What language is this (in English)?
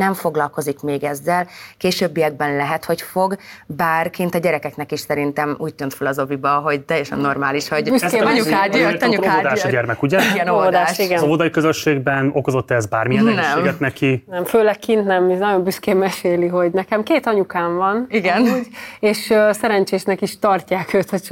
Hungarian